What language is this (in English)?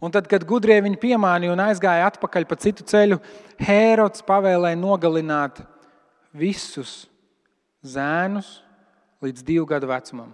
Latvian